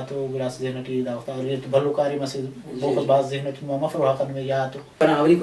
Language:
Brahui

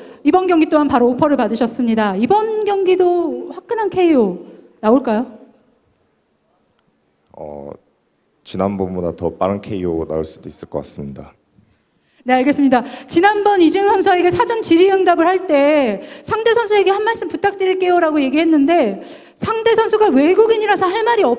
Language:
Korean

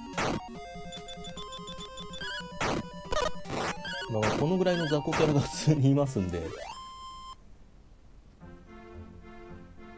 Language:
Japanese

